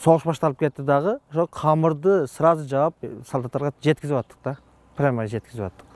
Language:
Kyrgyz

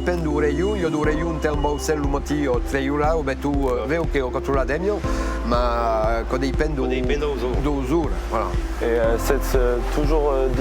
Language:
Occitan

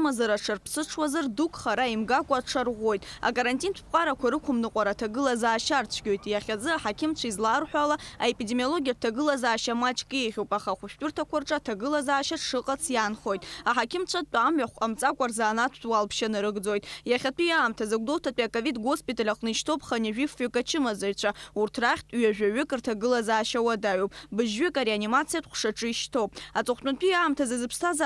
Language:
Abkhazian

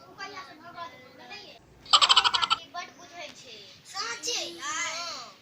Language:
Maithili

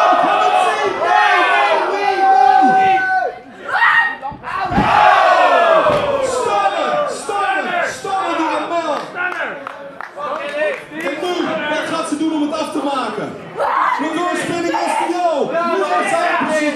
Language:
Dutch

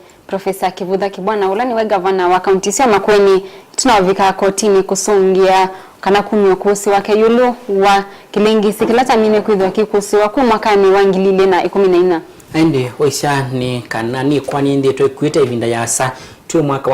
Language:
Kamba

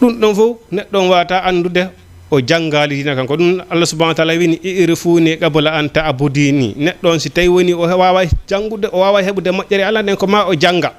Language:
Fula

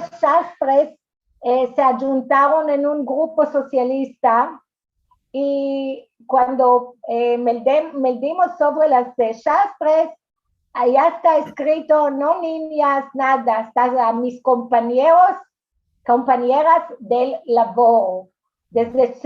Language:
Ladino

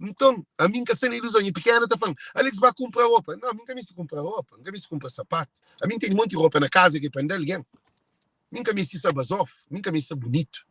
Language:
Kabuverdianu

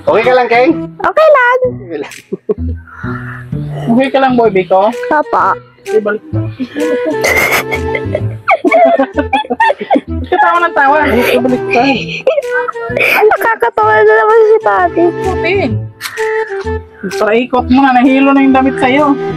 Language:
Filipino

